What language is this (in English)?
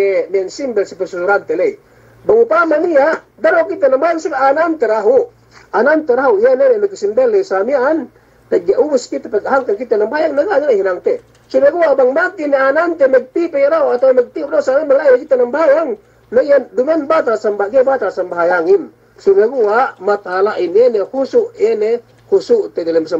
Yakan